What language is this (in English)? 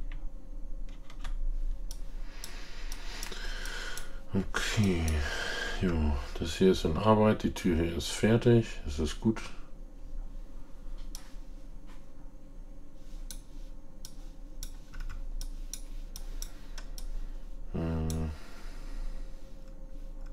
German